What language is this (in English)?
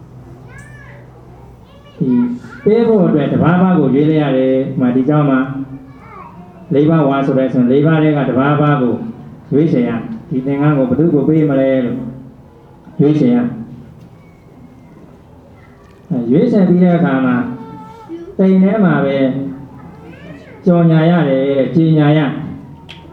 Burmese